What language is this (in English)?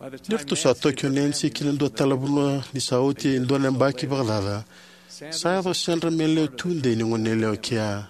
Fijian